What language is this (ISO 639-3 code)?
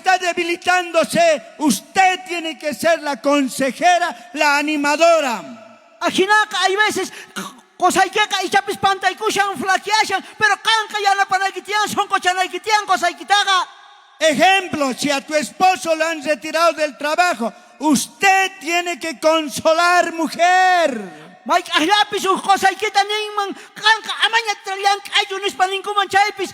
quh